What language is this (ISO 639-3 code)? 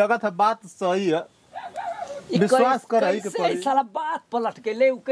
bho